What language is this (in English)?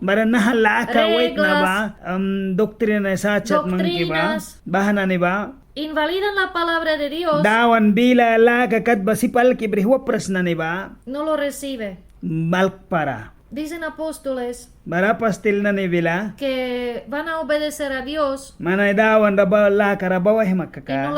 Mískito